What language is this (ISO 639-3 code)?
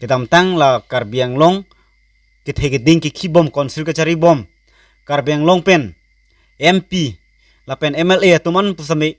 mjw